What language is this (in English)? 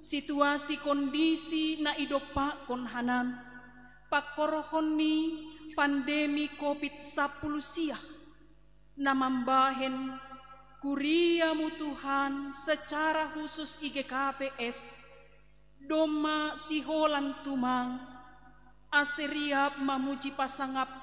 Batak Simalungun